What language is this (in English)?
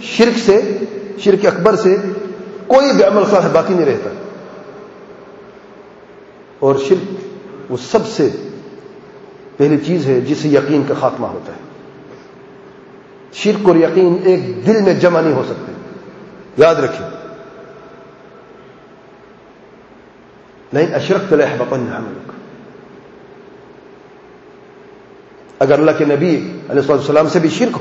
Urdu